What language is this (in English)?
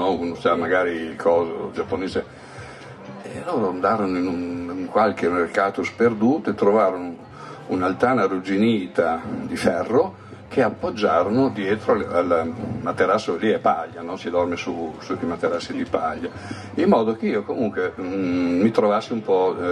Italian